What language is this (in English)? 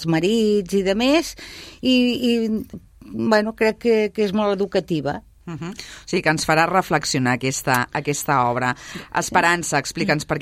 Catalan